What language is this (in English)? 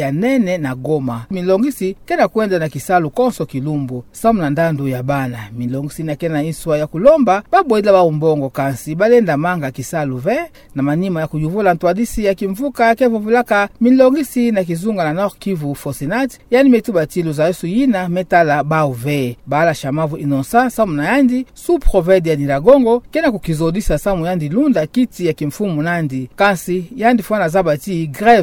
Kituba (Democratic Republic of Congo)